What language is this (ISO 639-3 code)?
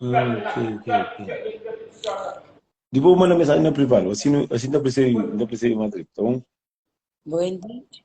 kea